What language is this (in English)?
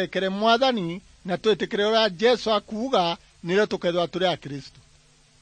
Meru